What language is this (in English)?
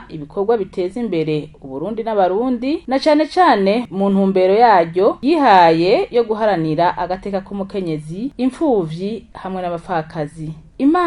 Rundi